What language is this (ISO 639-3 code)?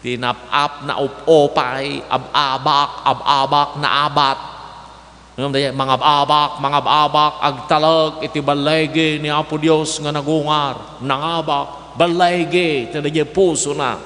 ilo